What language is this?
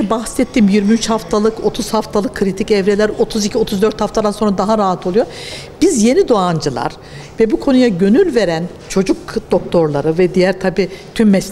Turkish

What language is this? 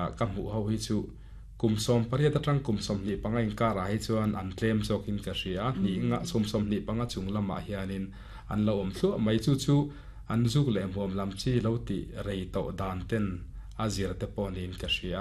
Mizo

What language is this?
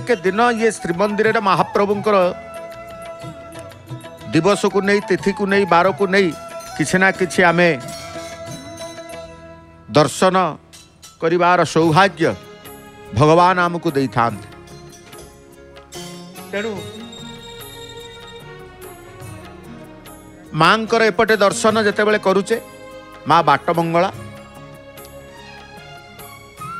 Odia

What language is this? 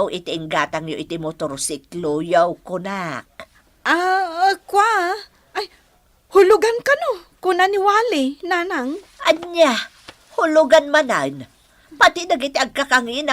Iloko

